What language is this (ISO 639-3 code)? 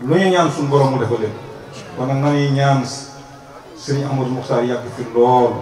wol